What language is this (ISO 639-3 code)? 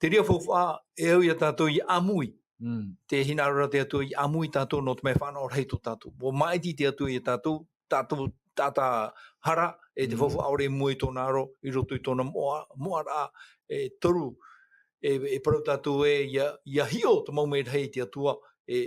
tah